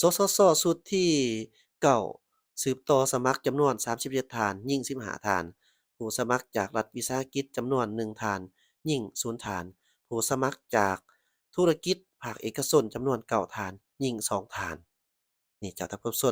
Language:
Lao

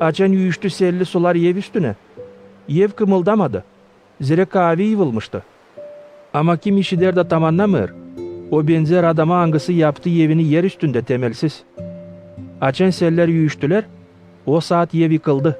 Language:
Gagauz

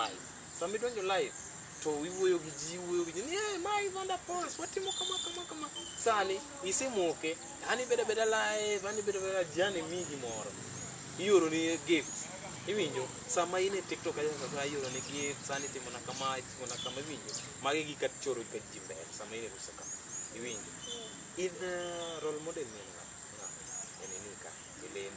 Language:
Luo (Kenya and Tanzania)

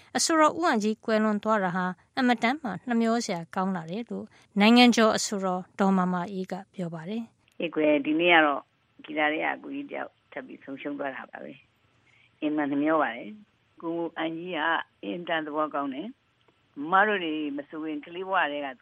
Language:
Burmese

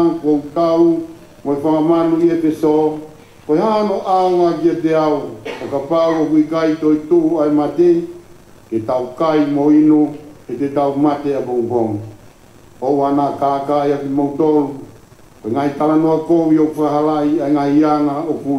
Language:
Tongan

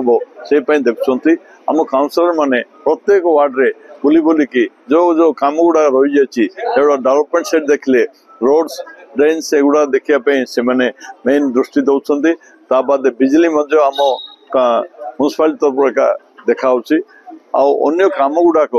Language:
Odia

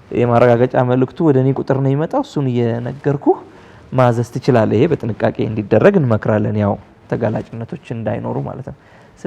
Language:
Amharic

